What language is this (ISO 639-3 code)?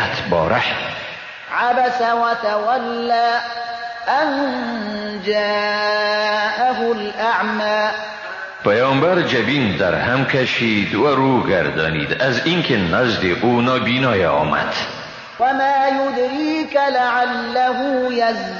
fas